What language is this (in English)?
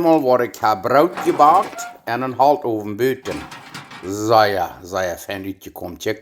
Plautdietsch